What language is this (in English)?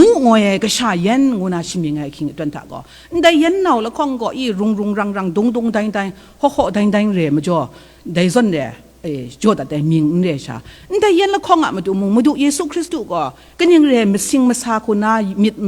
Kachin